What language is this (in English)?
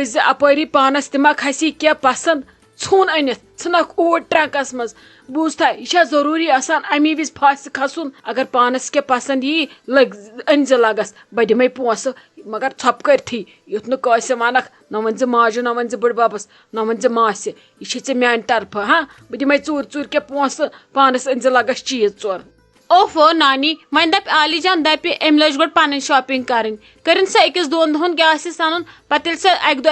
Kashmiri